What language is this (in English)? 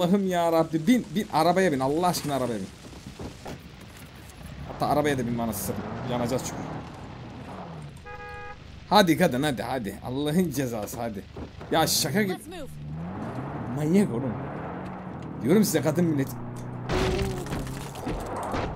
Turkish